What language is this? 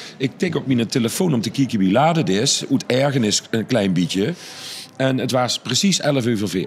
Limburgish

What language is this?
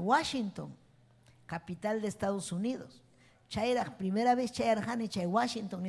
Ayacucho Quechua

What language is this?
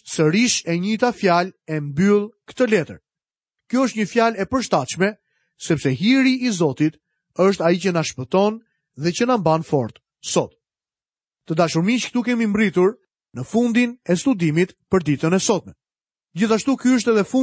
Albanian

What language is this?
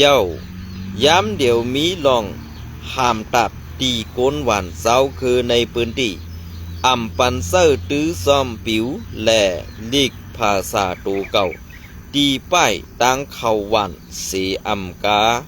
Shan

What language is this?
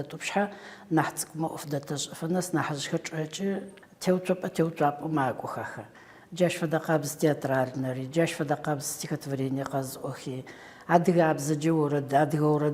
Adyghe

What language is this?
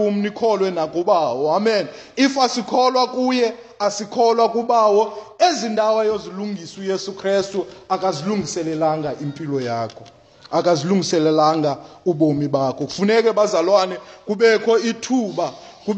Xhosa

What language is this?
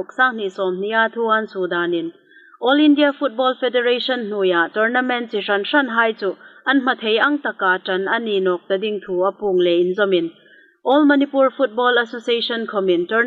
Hmar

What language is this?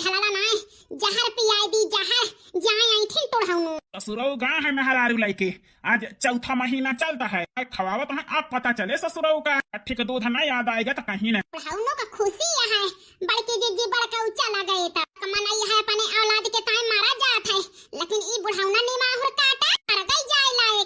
Awadhi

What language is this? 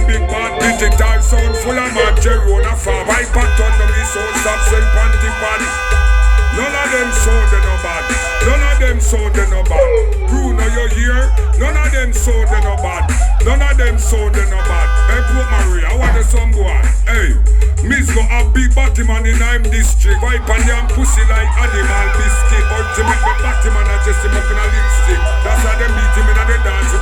Jamaican Creole English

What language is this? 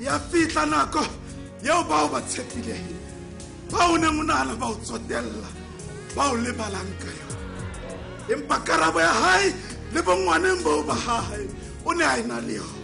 Southern Sotho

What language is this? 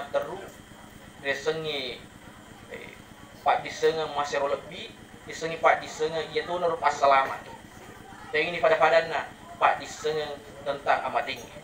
Buginese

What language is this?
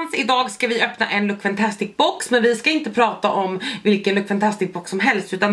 Swedish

